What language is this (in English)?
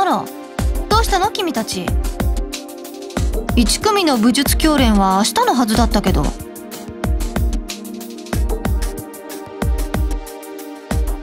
Japanese